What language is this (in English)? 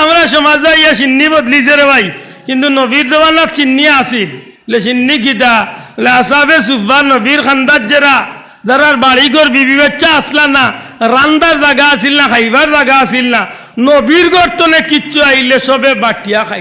Sylheti